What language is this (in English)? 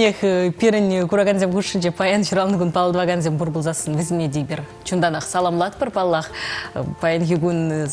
Chuvash